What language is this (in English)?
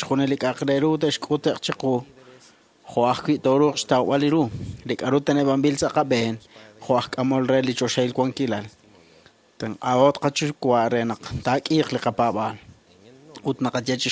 Kekchí